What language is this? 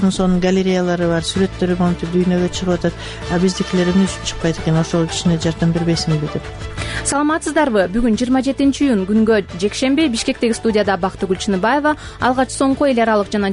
Kyrgyz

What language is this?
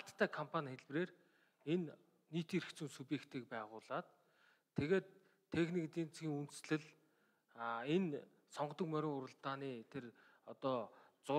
Mongolian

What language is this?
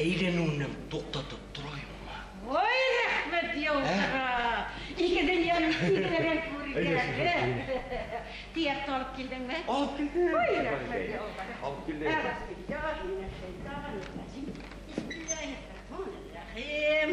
Bashkir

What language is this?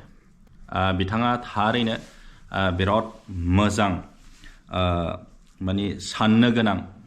Bodo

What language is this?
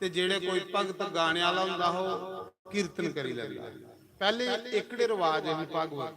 Dogri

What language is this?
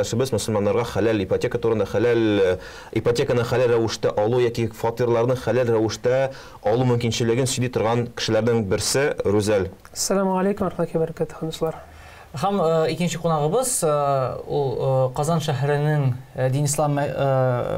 Tatar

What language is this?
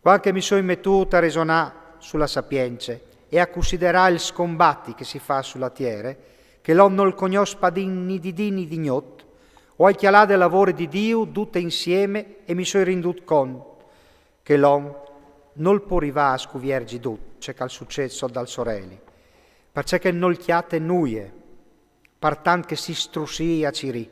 Friulian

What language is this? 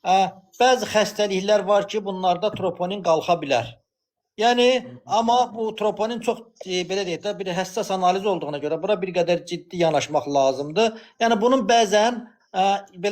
Azerbaijani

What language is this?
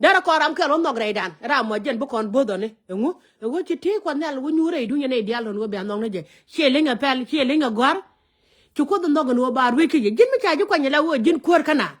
Nuer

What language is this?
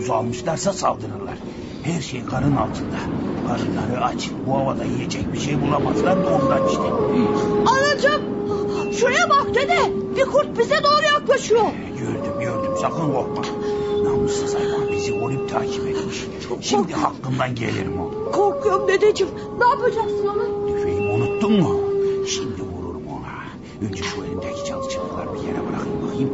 Turkish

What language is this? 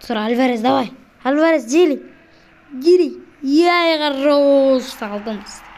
Kazakh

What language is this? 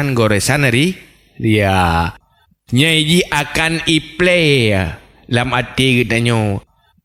Achinese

